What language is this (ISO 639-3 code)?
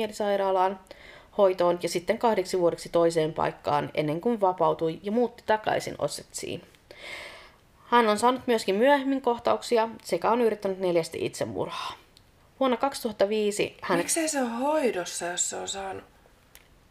fin